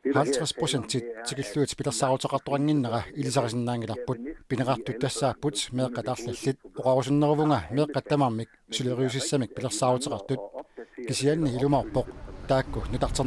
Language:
Kalaallisut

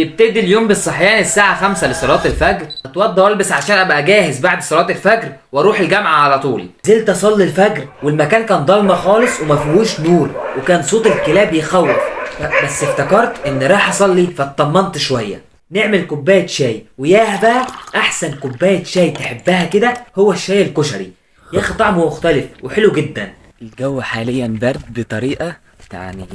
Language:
Egyptian Arabic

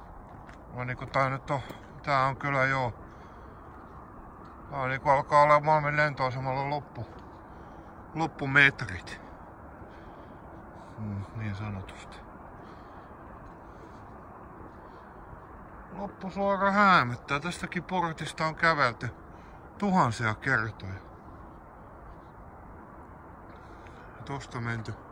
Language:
Finnish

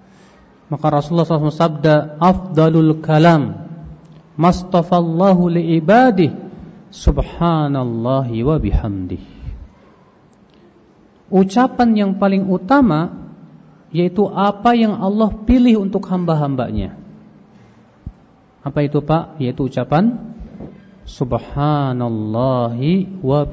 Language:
Indonesian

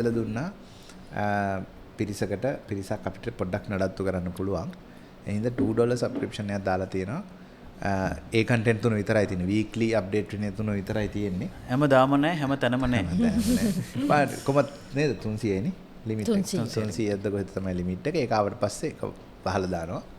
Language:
Sinhala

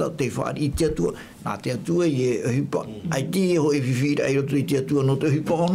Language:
Tahitian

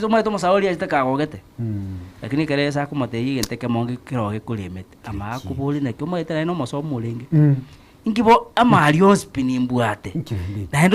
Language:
Gusii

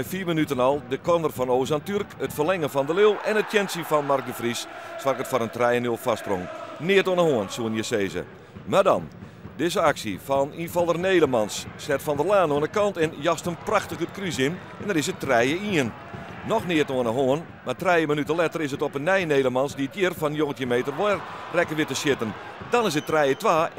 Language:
Western Frisian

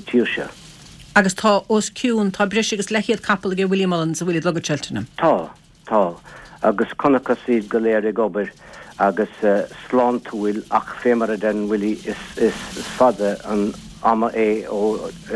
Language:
Irish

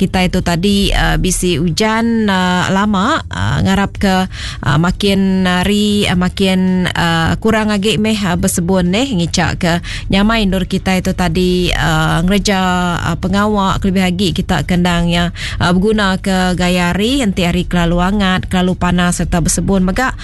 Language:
Iban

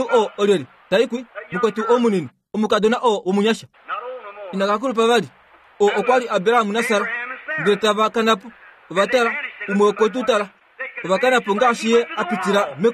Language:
Kuanyama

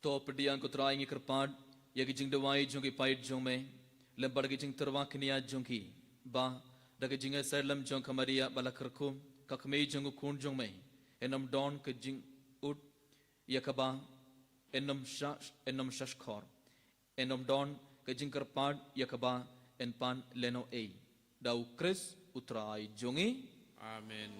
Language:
Khasi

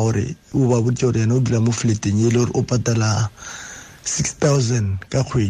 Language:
Tswana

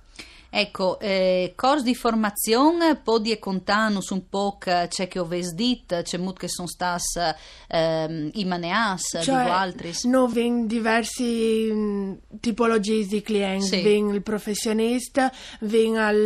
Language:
Friulian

